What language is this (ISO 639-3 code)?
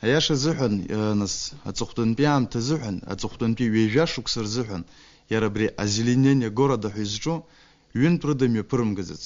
abk